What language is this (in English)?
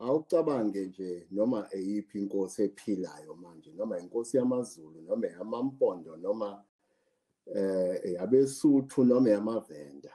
Zulu